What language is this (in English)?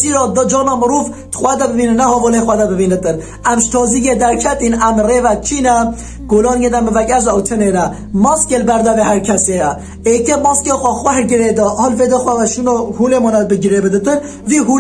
Kurdish